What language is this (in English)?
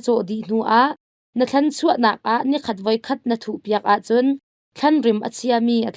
Hakha Chin